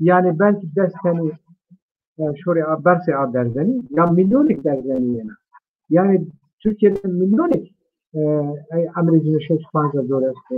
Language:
Zaza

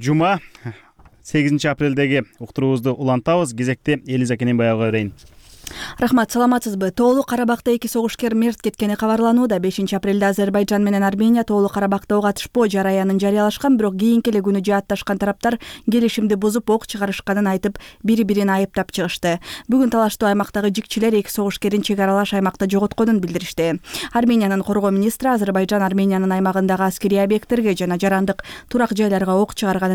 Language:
Kyrgyz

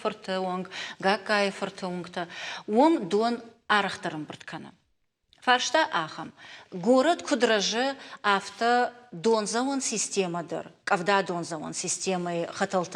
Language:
Ossetic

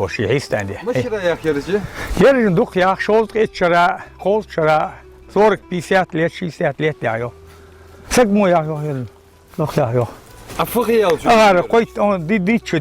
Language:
Ingush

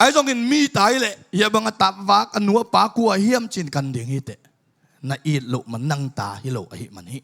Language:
Tedim Chin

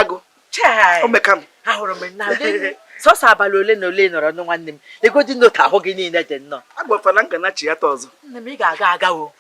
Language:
Igbo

